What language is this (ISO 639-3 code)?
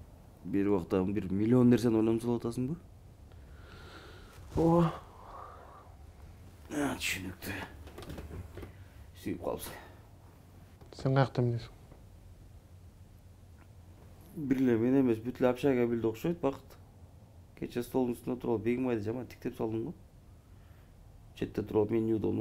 kir